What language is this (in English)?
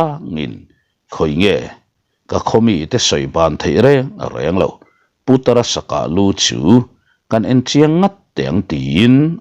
Mizo